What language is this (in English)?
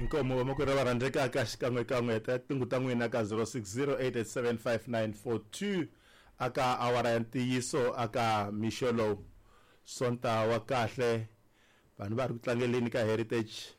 Tsonga